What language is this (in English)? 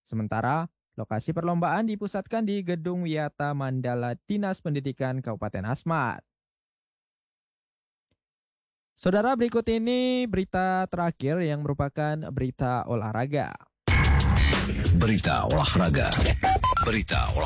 Indonesian